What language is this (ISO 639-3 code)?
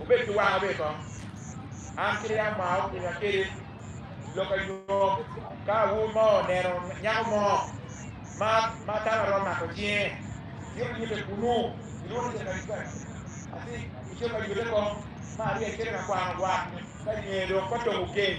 ach